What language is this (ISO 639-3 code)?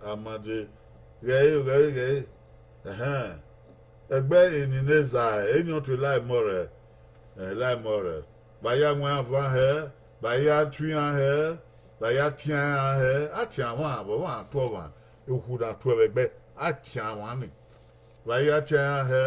bin